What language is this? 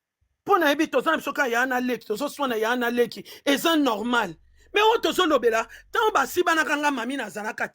Lingala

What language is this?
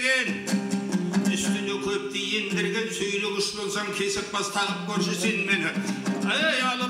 Kazakh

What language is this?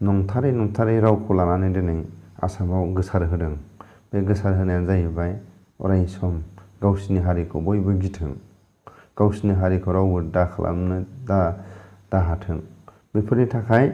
Bodo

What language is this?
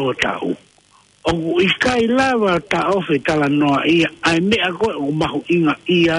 Tongan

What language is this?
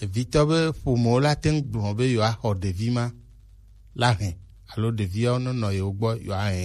Gen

